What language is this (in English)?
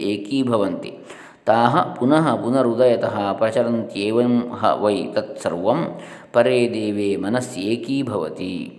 Sanskrit